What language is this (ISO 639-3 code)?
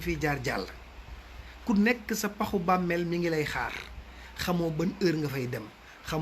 wol